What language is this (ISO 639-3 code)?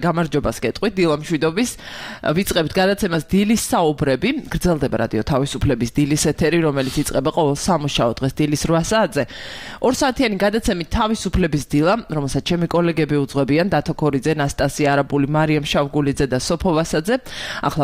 kat